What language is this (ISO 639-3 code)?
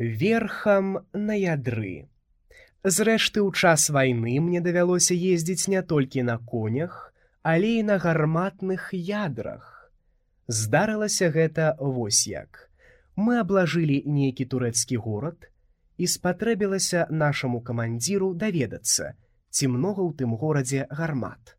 bel